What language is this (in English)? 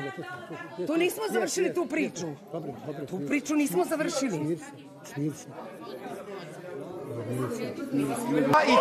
Serbian